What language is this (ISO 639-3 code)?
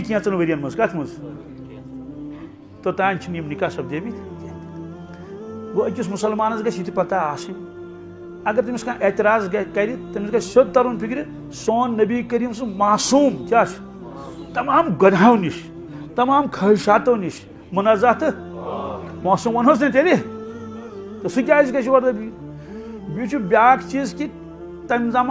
kas